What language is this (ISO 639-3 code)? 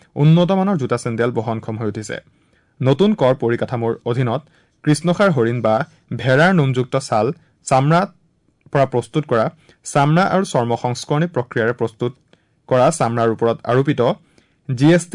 asm